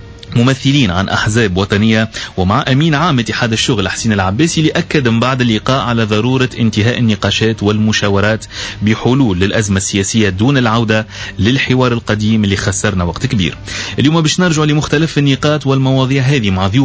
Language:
Tunisian Arabic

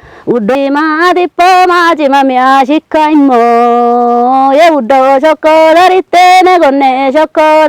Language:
Kafa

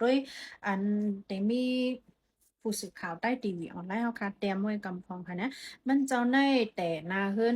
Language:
Shan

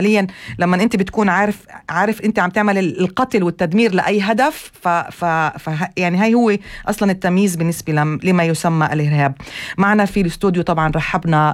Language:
North Levantine Arabic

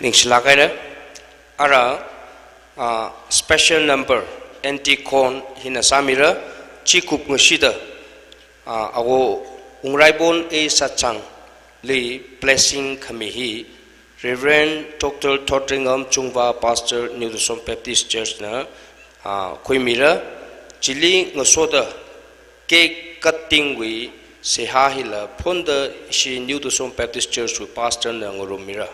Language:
Tangkhul Naga (India)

